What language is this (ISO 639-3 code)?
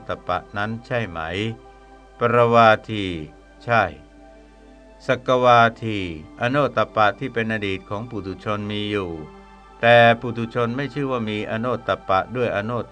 tha